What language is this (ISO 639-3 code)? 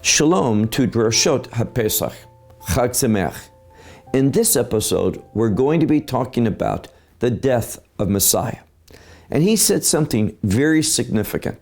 eng